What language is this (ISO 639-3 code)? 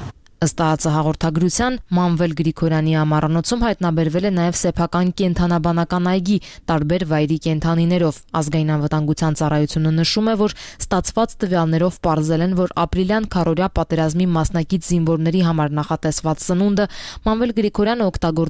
hye